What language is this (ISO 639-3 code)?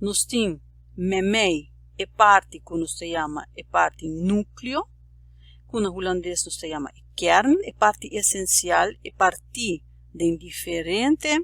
pap